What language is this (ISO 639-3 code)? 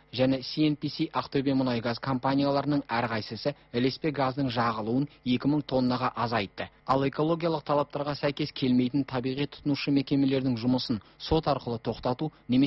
kaz